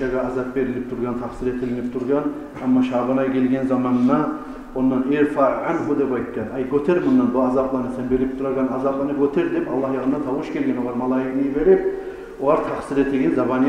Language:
Kumyk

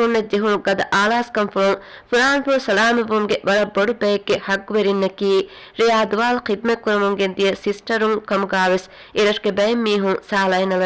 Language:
Divehi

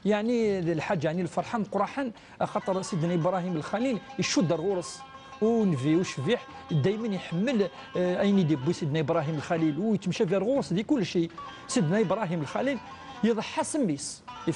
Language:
Kabyle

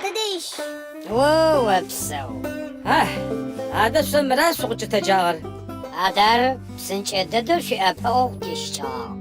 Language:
Adyghe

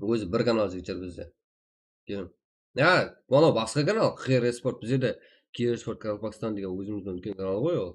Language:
Kara-Kalpak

